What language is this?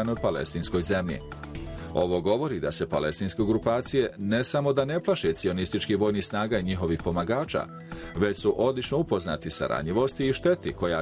Bosnian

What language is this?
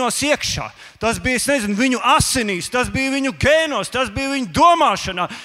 Latvian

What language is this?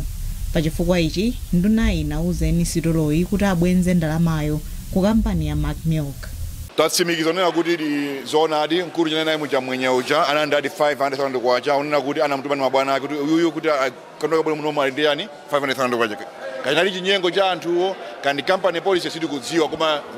Nyanja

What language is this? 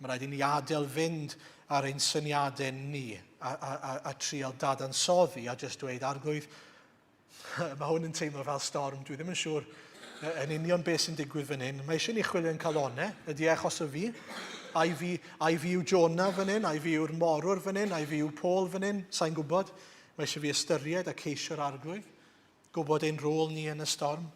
Welsh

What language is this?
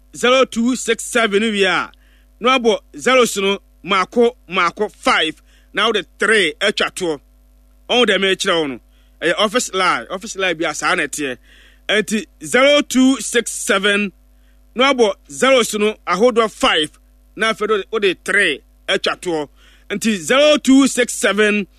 Akan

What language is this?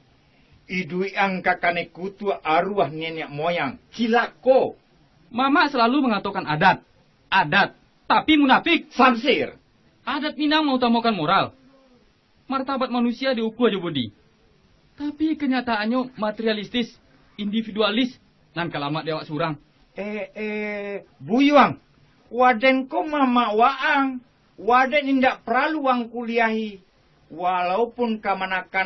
Minangkabau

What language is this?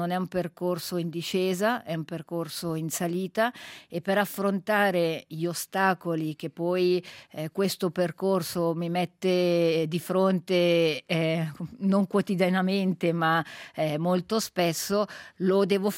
Italian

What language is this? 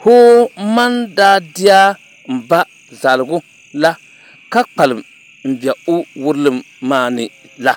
Dagbani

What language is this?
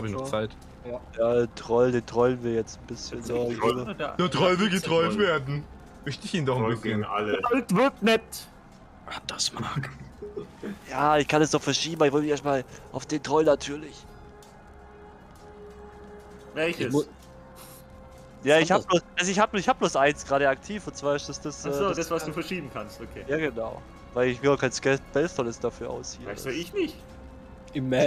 German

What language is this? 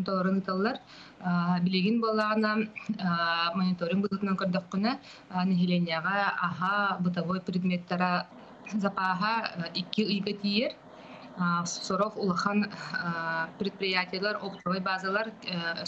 Yakut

